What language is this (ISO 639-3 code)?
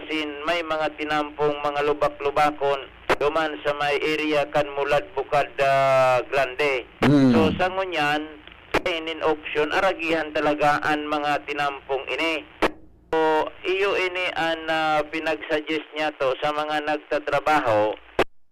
bik